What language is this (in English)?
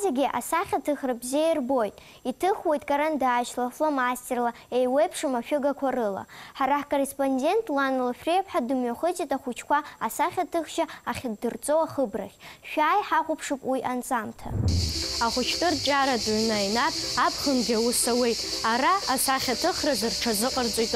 Abkhazian